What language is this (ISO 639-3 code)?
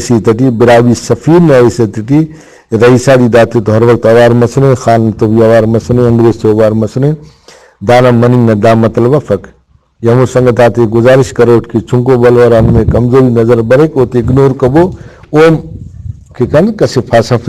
brh